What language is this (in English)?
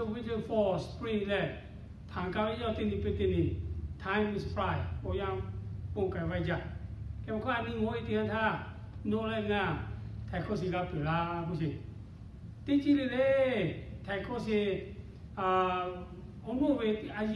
Lahu